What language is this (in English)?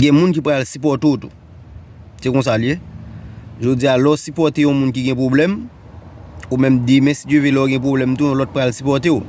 Haitian Creole